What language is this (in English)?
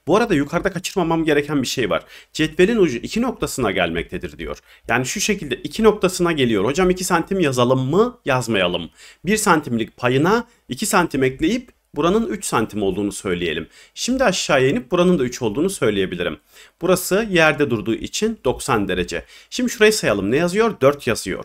Turkish